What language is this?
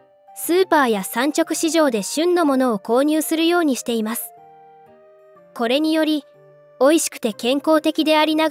Japanese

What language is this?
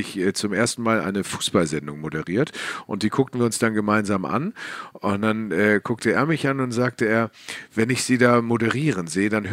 German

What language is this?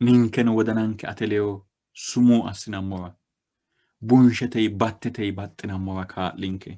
Sidamo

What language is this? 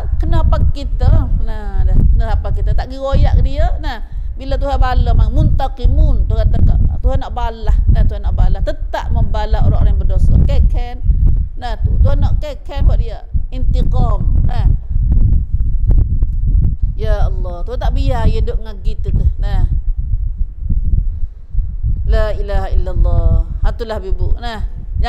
Malay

